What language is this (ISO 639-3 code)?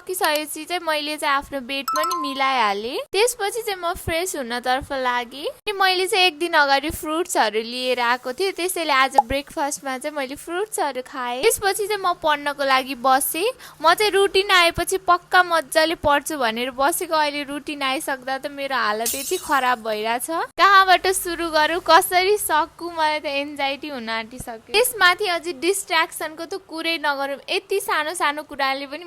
nep